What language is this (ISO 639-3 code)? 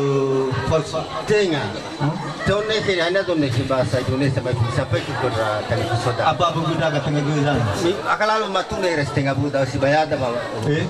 nia